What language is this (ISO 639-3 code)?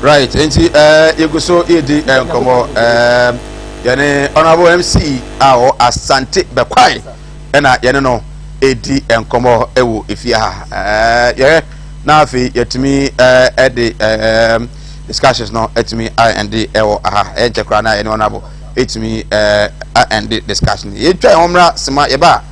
aka